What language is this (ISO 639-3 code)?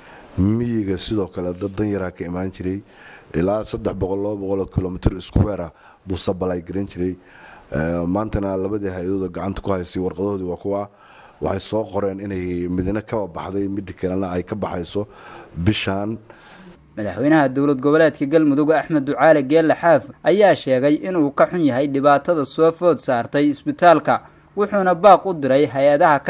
som